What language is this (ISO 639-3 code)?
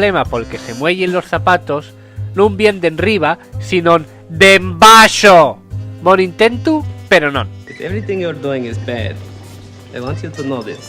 ast